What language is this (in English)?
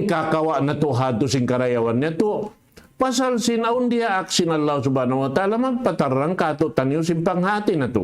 Tausug